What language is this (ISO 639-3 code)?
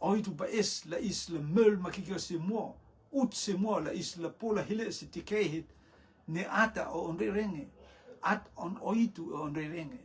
rtm